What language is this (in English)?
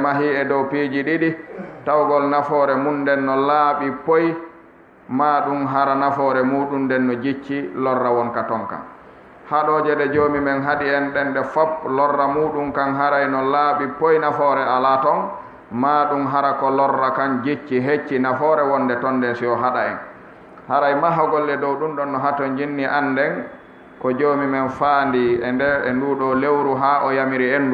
Fula